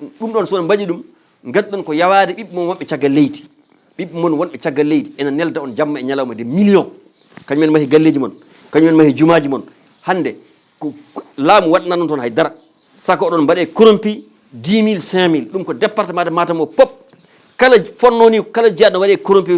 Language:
Fula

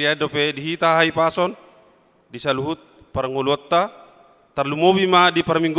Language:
Batak Toba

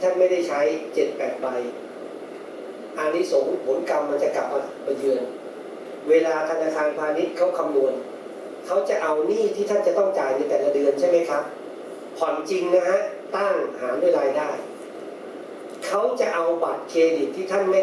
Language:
Thai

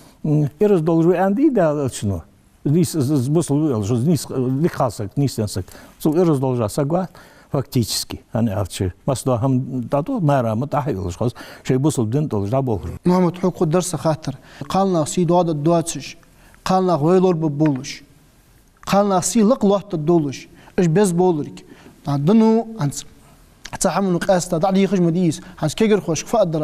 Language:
Ingush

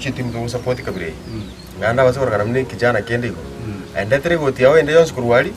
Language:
Gusii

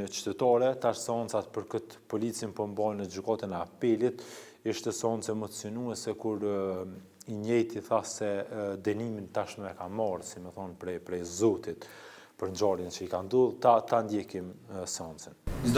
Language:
Albanian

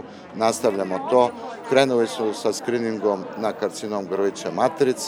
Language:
Serbian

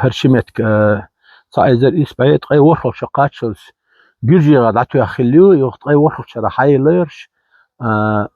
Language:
Chechen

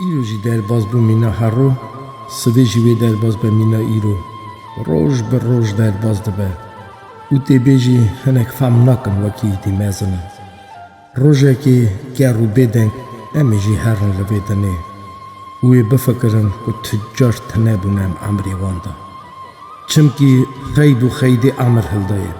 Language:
Kurdish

